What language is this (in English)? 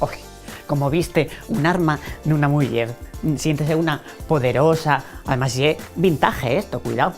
Asturian